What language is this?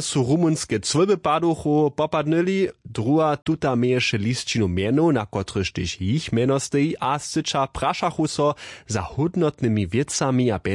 Upper Sorbian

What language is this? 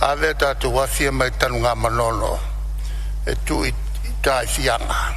Samoan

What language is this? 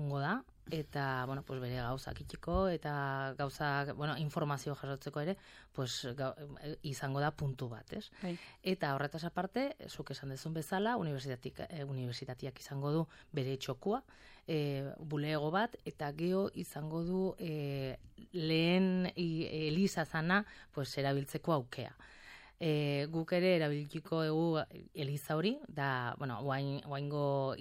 Basque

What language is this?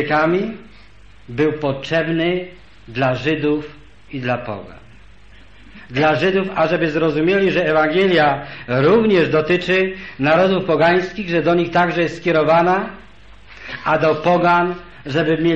Polish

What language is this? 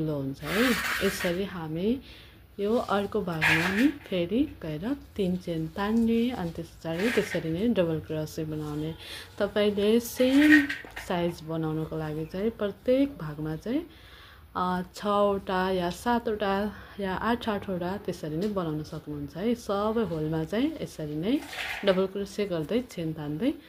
Nepali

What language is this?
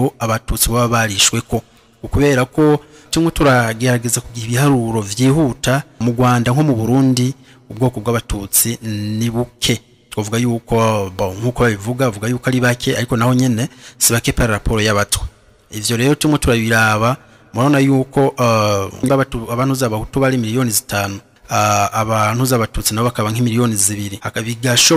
Rundi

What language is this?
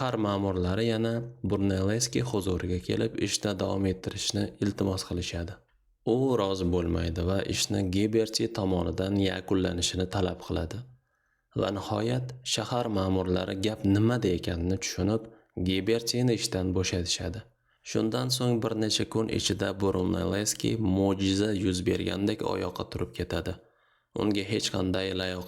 Uzbek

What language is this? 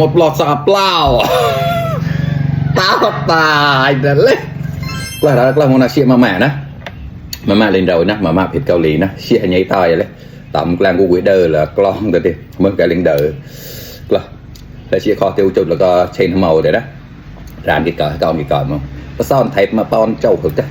Mon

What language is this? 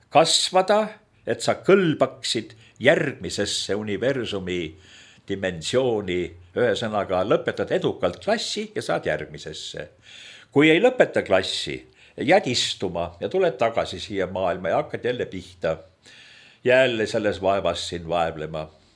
Estonian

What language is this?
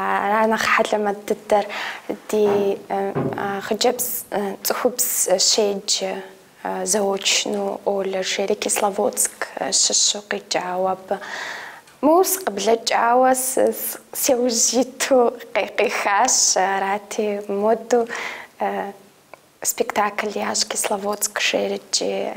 Kabardian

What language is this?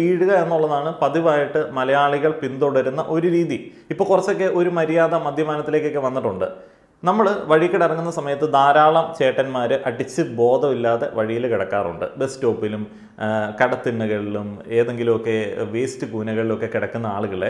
Malayalam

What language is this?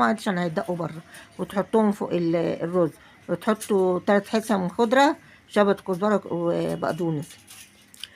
Egyptian Arabic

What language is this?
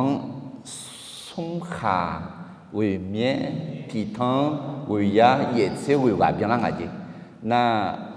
Akha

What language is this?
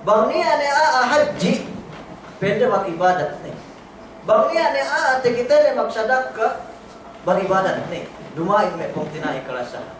Yakan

